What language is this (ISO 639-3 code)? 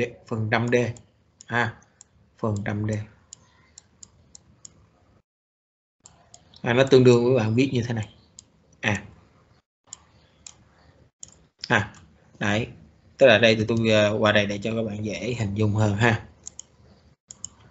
vie